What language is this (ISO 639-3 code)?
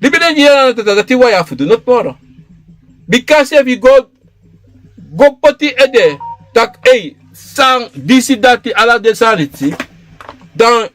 srn